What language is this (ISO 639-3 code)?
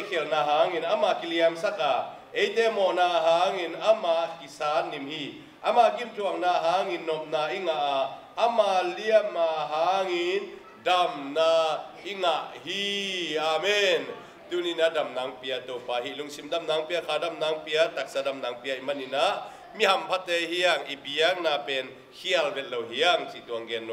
ctd